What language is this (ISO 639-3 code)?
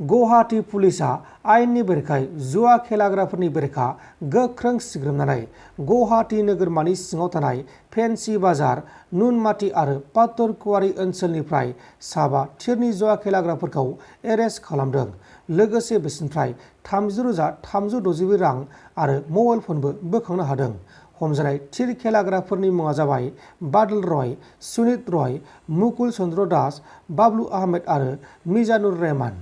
brx